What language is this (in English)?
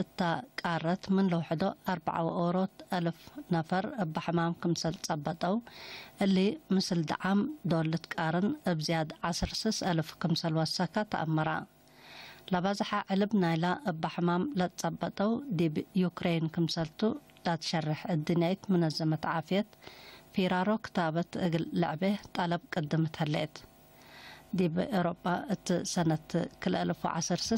Tigre